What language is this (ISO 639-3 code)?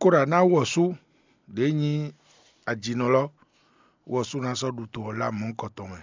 fon